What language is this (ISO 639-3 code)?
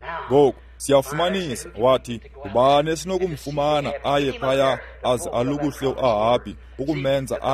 xho